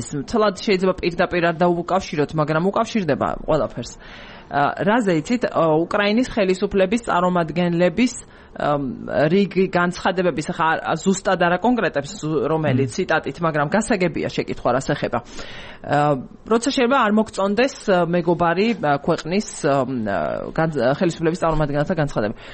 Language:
Georgian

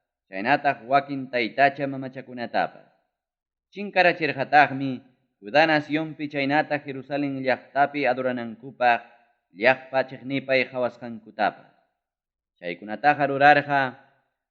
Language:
Ayacucho Quechua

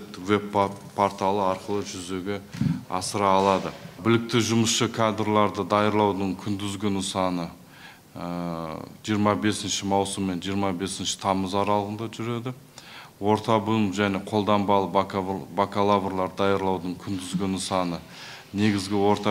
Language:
Kazakh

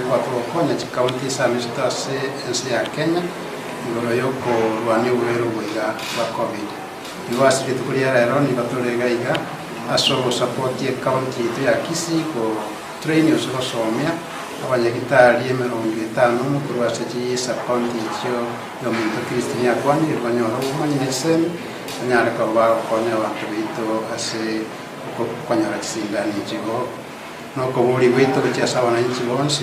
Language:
Gusii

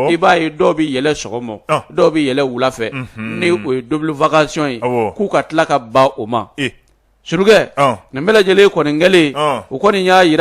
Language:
Bambara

